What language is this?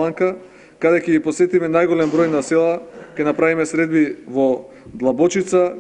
Macedonian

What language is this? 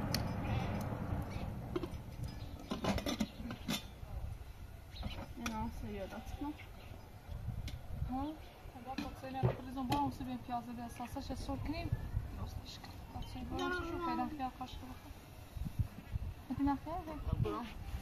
Persian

